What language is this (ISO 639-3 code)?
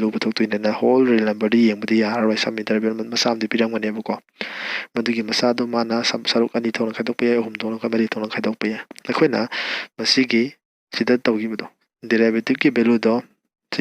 mni